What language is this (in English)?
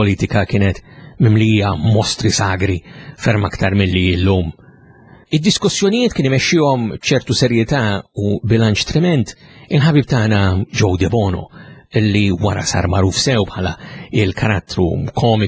Maltese